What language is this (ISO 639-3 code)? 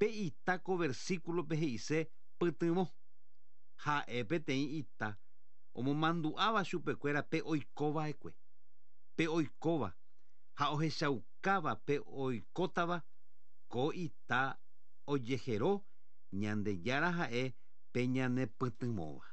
grn